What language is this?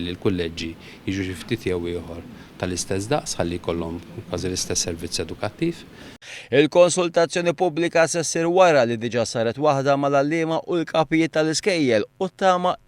Maltese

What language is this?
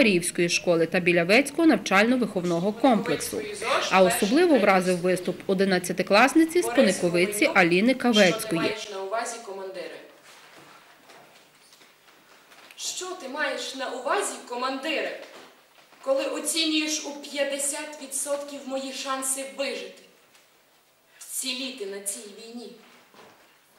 Ukrainian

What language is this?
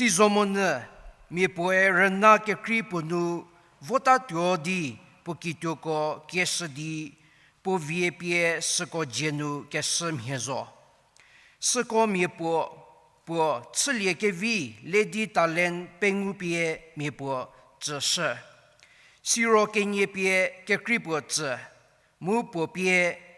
Angami Naga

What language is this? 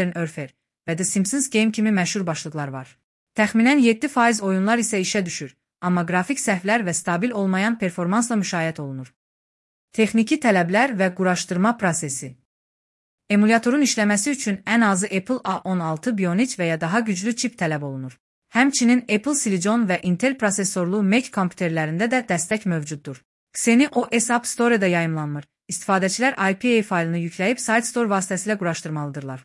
Azerbaijani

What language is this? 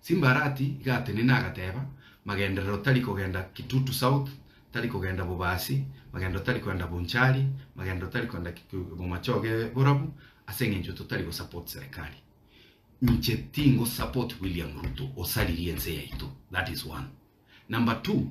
Gusii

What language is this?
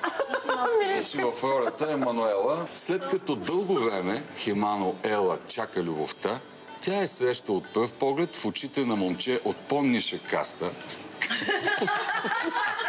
Bulgarian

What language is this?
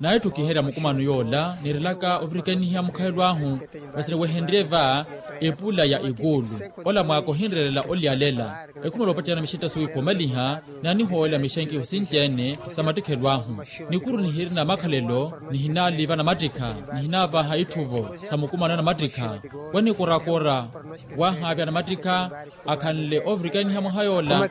Makhuwa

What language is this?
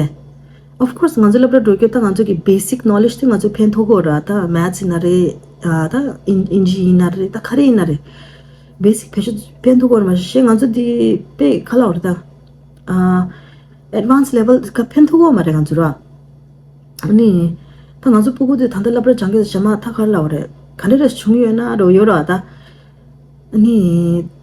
Tibetan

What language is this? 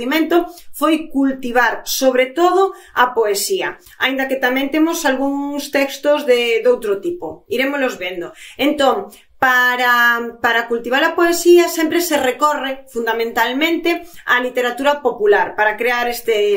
Galician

